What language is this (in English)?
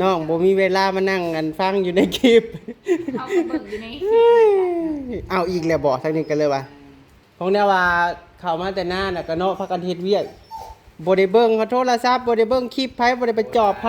Northeastern Thai